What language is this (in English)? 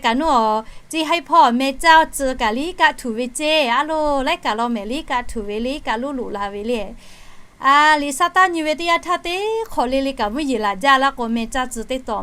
Lahu